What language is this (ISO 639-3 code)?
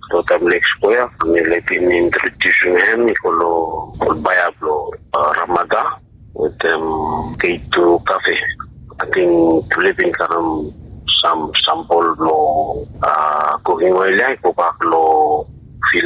bis